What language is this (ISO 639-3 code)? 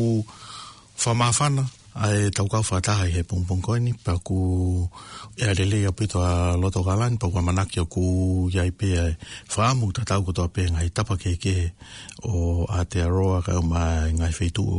ton